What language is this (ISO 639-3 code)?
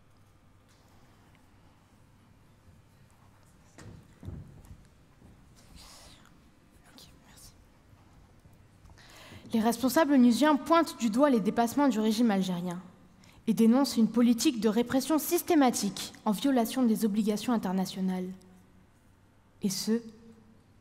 fra